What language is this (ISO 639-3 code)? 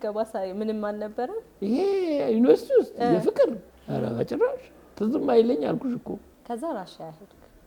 amh